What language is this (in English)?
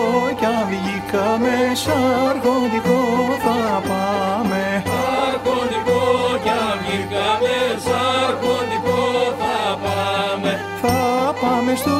Greek